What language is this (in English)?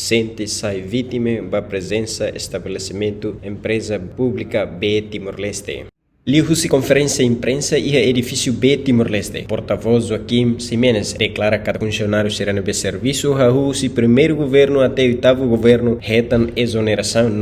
Tetum